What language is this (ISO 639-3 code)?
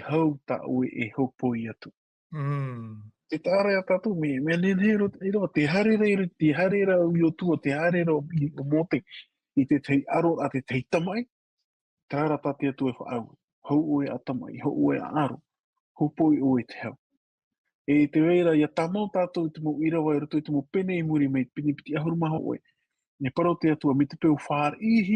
tah